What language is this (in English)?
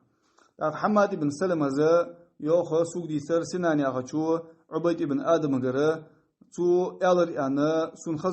Ingush